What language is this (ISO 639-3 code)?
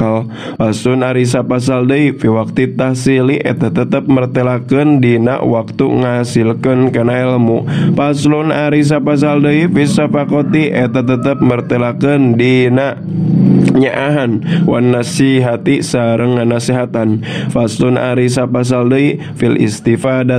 sun